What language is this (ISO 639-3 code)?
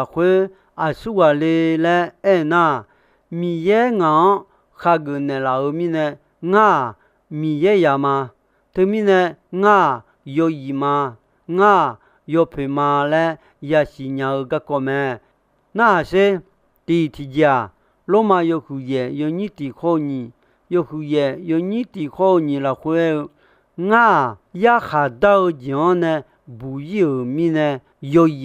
ahk